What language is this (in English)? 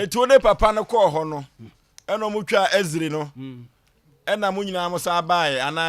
Akan